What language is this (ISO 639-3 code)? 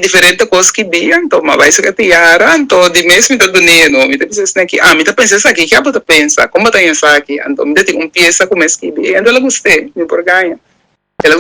pap